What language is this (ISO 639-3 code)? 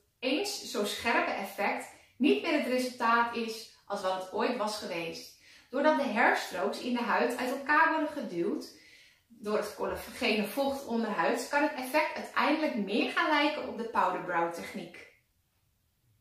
nld